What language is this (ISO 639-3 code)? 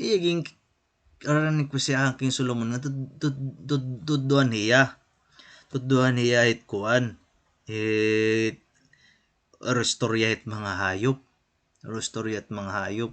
war